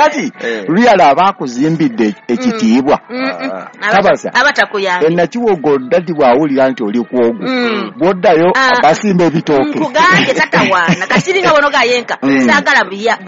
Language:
Ganda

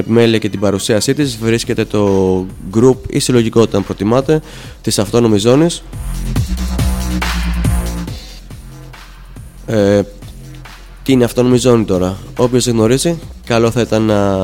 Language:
Greek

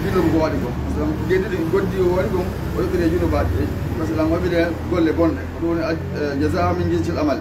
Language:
Fula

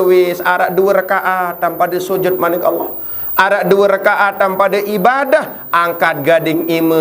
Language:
Sasak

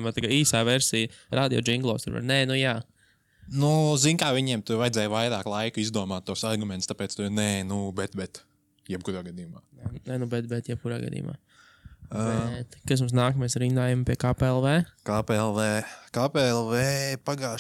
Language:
Latvian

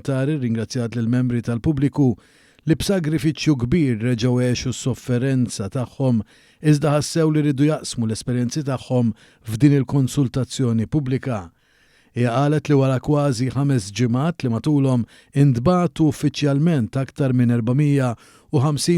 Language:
Maltese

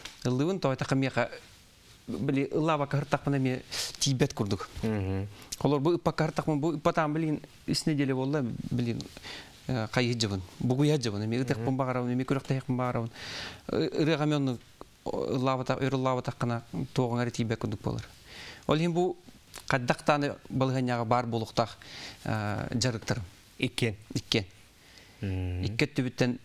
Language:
Yakut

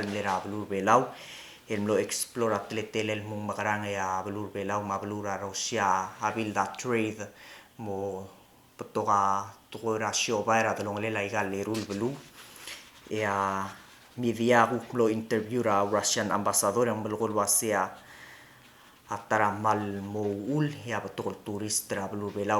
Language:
Palauan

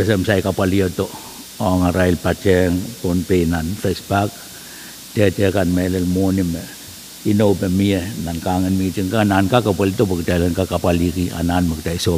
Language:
Pohnpeian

